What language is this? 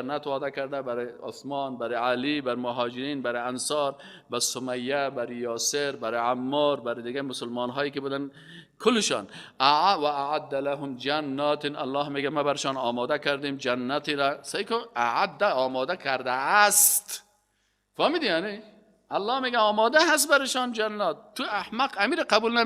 Persian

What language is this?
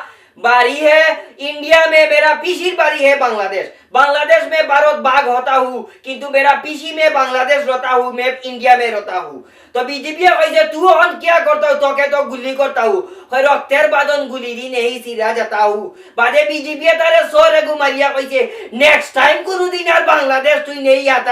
Sylheti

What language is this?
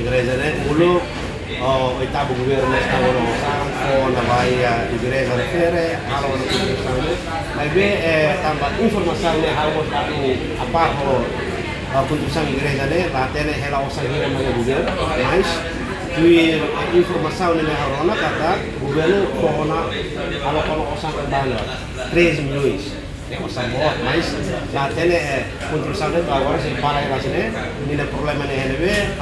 Tetum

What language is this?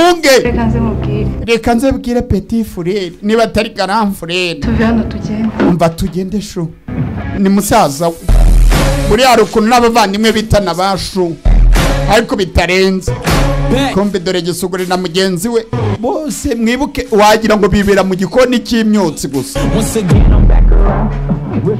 Kinyarwanda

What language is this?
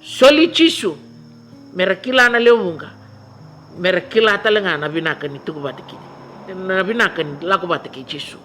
Fijian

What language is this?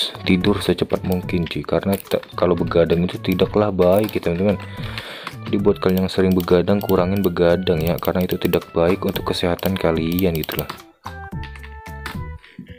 Indonesian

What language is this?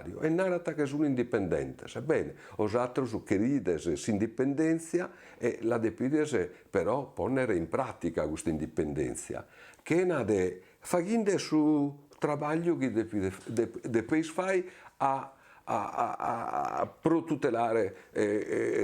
Sardinian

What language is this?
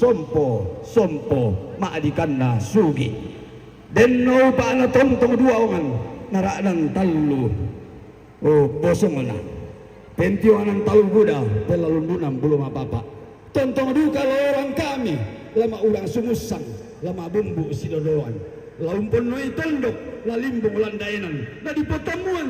Toraja-Sa'dan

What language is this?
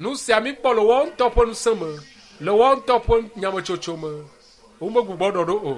Ewe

